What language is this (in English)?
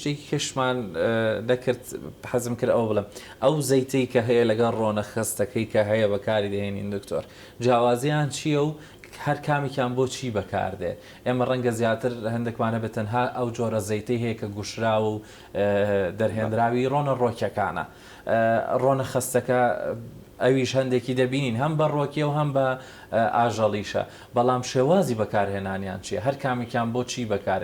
Central Kurdish